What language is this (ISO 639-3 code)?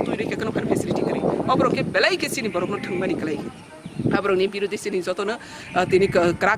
trp